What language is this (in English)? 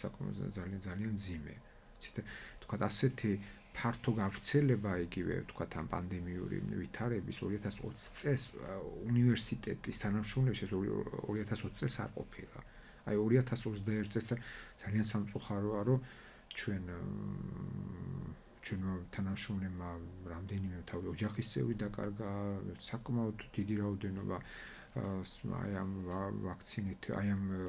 Georgian